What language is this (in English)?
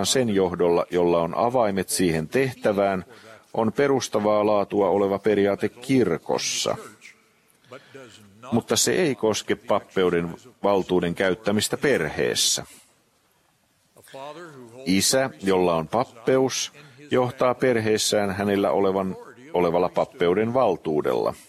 Finnish